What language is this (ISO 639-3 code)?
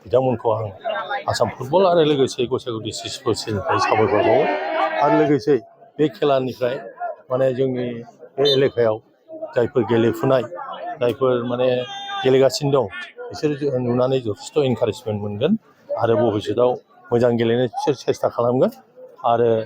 brx